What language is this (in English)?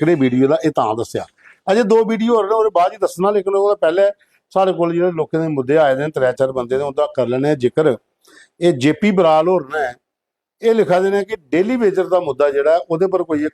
Dogri